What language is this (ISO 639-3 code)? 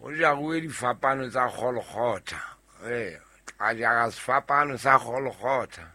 sot